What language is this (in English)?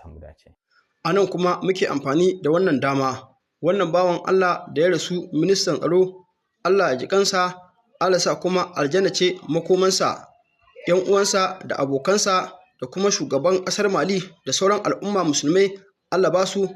Hausa